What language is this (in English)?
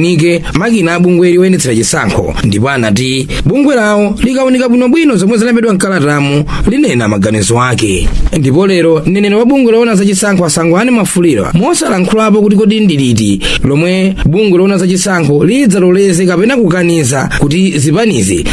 Nyanja